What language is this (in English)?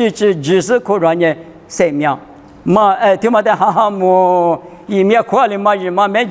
Lisu